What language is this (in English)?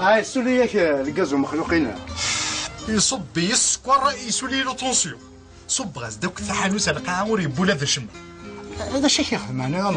Kabyle